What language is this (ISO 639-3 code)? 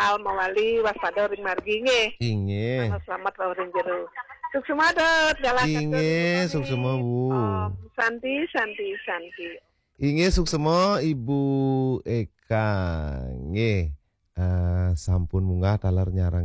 ban